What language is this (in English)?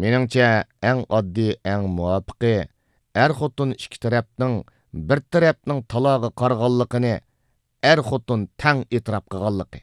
Uyghur